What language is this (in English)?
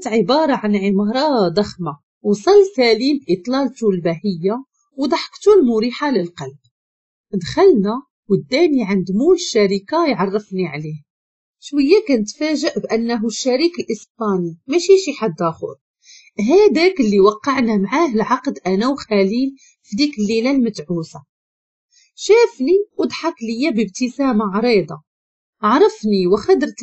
Moroccan Arabic